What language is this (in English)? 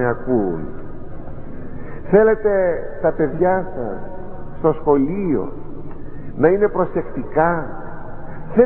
Greek